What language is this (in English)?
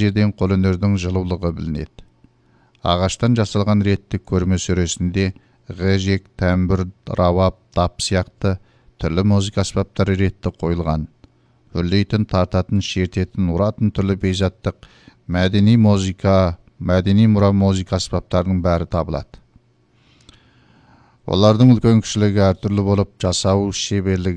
Kazakh